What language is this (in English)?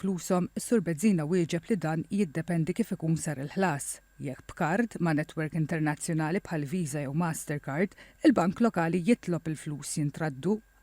Maltese